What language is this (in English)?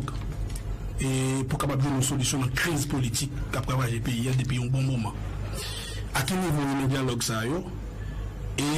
Haitian Creole